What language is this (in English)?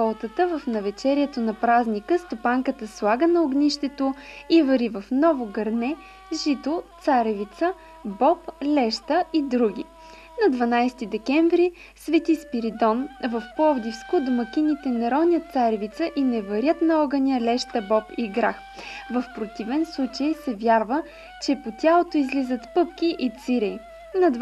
Bulgarian